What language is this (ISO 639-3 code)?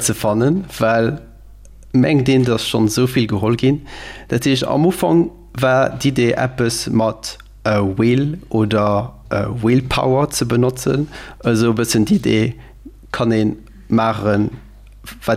ltz